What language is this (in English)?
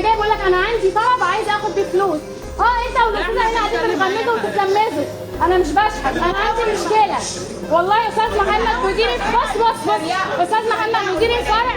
Egyptian Arabic